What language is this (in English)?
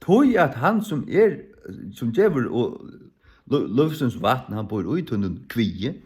Faroese